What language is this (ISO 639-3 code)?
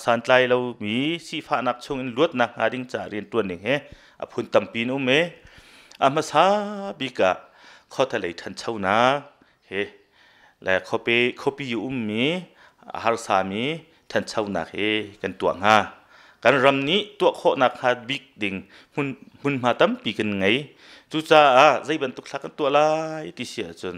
cnh